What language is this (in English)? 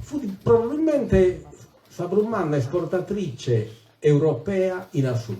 Sardinian